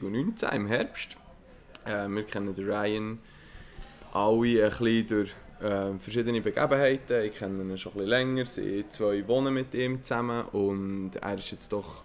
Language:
Swiss German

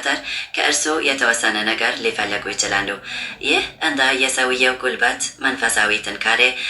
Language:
Amharic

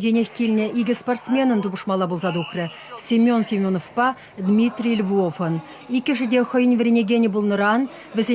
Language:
Chuvash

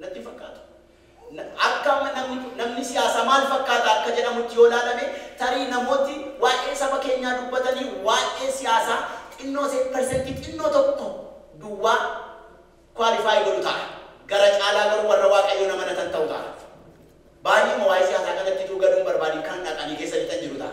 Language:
Oromo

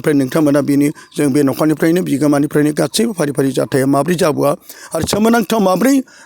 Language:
Bodo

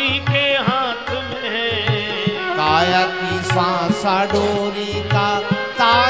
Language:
Hindi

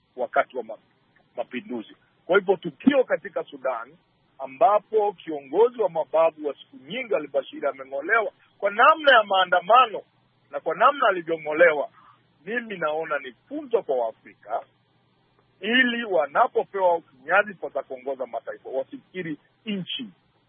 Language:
Swahili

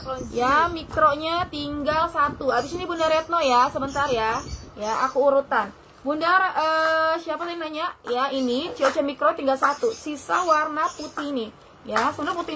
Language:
Indonesian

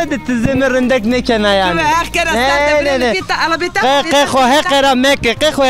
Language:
Zaza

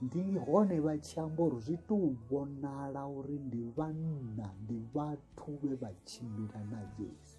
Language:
Venda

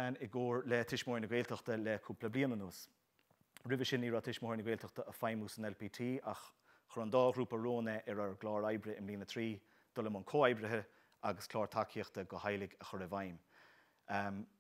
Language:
Irish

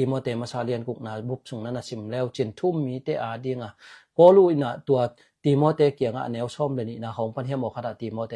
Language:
Tedim Chin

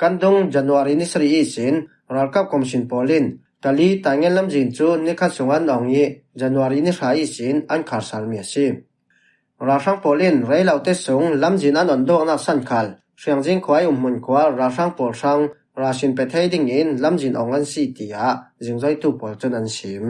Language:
Falam Chin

